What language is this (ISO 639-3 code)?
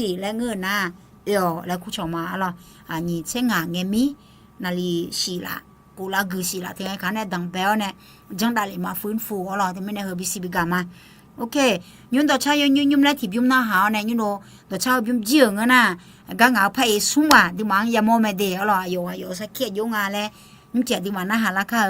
ahk